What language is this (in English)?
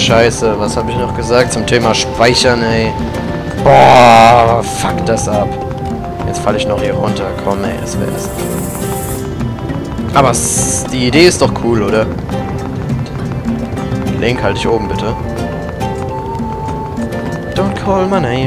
German